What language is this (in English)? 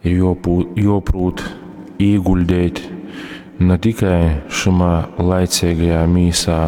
Latgalian